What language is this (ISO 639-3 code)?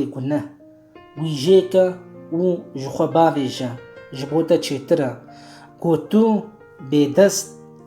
kur